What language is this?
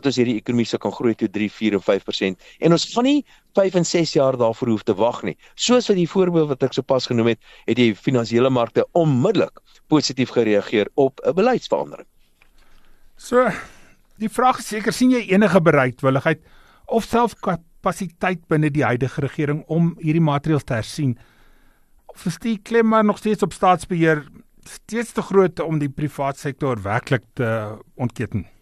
Afrikaans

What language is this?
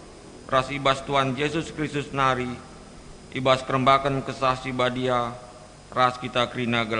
Batak Karo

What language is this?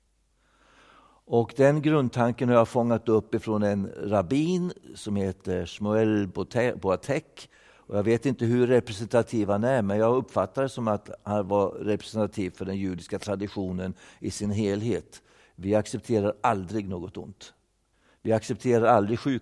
Swedish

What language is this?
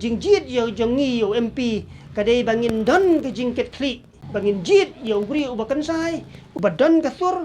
Khasi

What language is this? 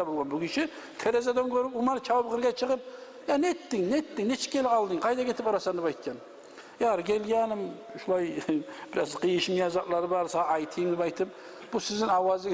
Kumyk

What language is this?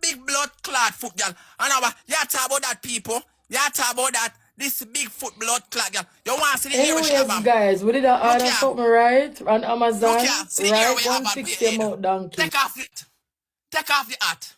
Jamaican Creole English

